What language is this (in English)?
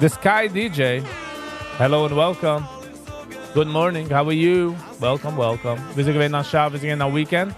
Yiddish